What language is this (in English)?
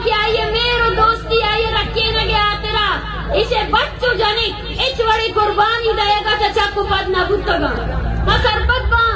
Baluchi